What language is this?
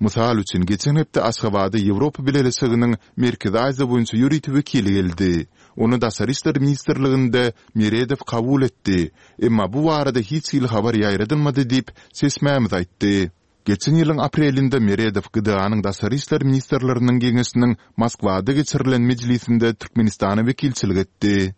Turkmen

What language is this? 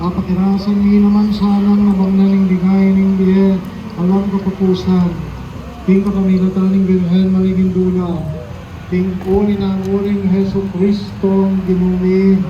Pampanga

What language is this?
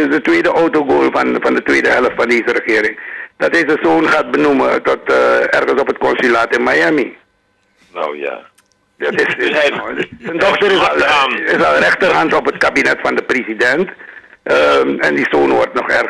Dutch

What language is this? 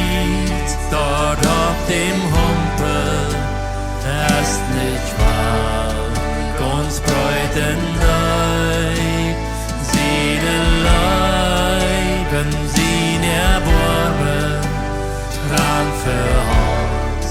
Plautdietsch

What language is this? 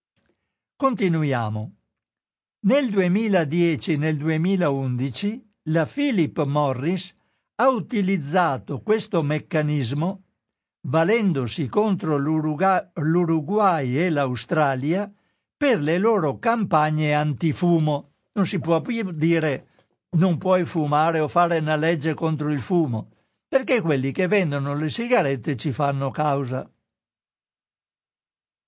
Italian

